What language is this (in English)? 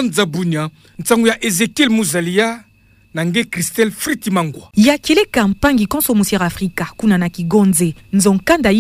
Kituba (Democratic Republic of Congo)